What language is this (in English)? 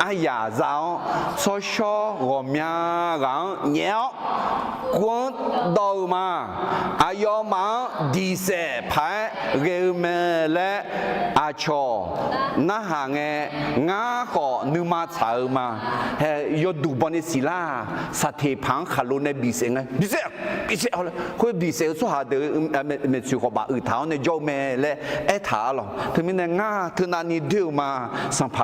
Akha